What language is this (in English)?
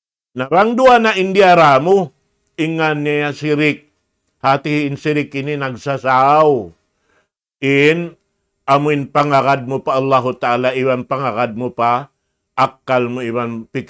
Tausug